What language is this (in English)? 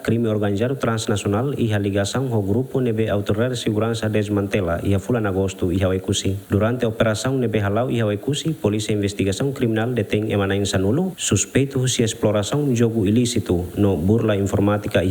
Tetum